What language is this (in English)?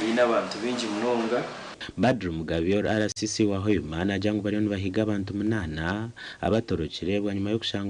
Nyankole